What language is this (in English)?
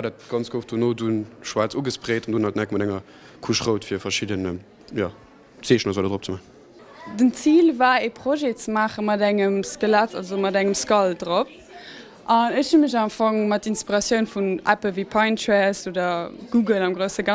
Luxembourgish